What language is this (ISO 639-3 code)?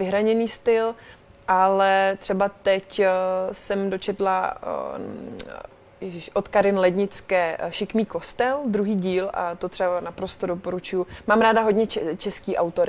ces